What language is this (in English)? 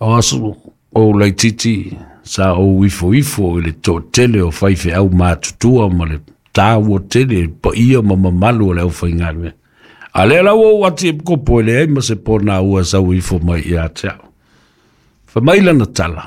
Samoan